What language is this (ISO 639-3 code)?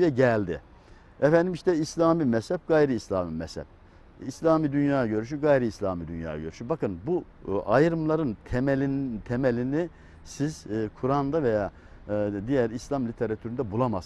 tur